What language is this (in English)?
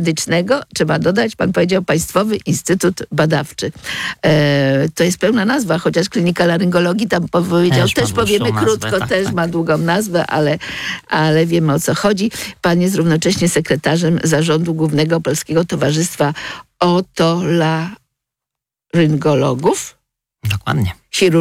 Polish